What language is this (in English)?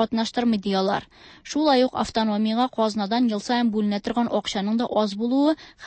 Tatar